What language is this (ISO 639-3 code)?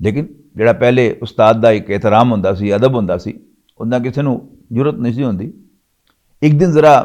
lah